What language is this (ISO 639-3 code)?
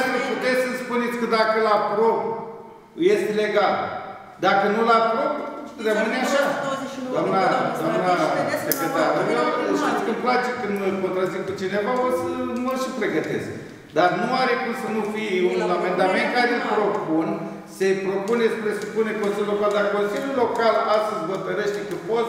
ron